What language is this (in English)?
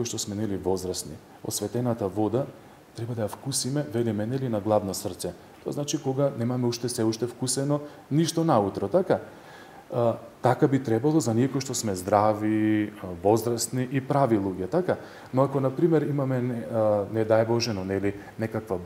Macedonian